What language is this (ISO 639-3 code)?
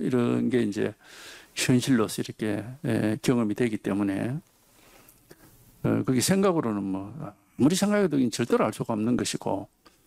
kor